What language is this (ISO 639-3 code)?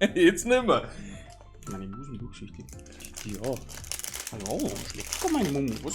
bar